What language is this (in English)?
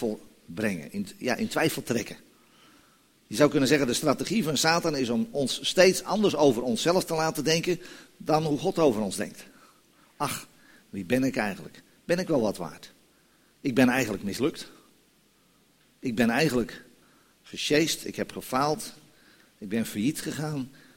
Dutch